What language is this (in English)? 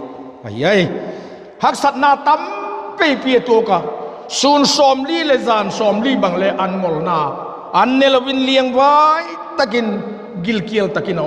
Vaiphei